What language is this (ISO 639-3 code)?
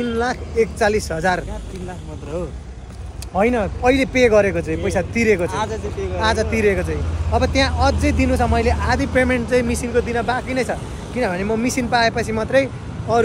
nep